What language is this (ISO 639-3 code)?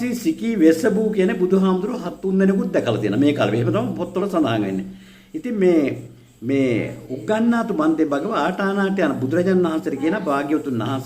sin